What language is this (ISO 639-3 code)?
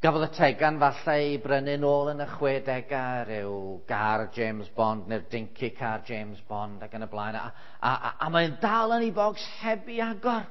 cym